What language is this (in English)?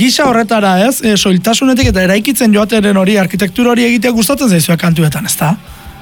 Basque